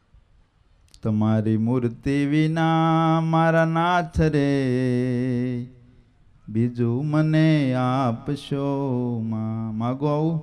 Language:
Gujarati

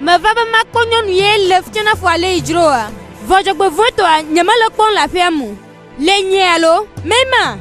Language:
Gen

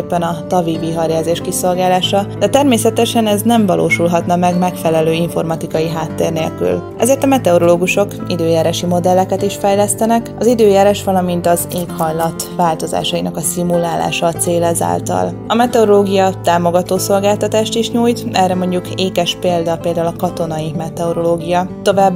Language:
Hungarian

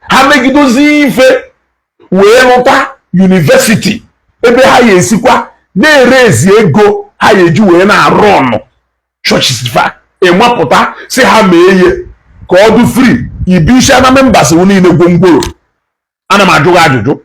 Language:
Igbo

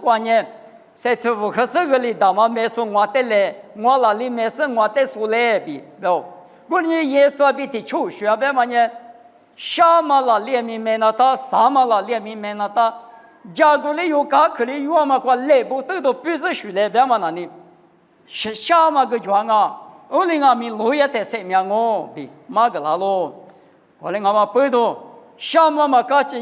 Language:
Lisu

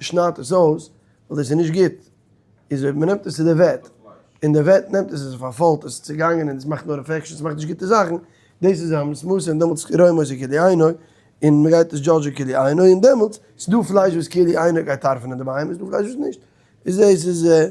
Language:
Yiddish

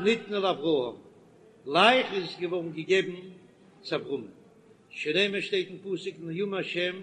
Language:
Yiddish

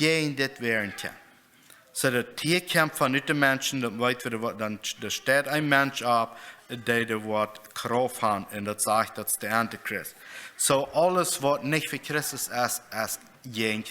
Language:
Plautdietsch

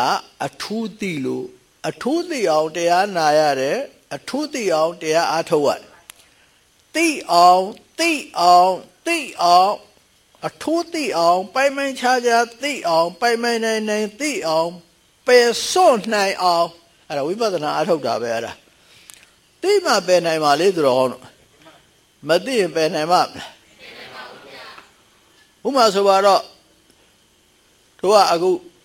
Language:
Burmese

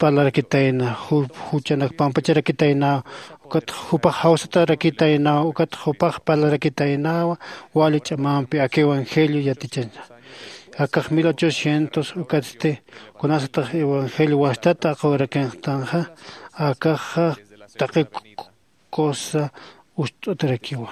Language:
Aymara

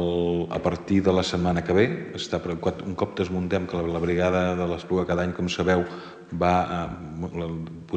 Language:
Catalan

